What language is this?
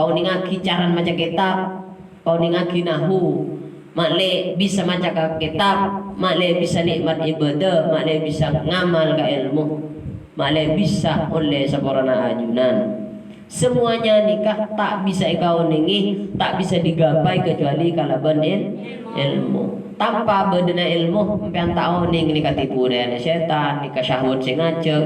Madurese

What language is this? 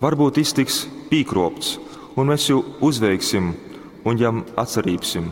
Latgalian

